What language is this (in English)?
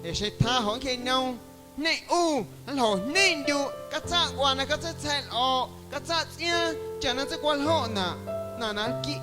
Guerrero Amuzgo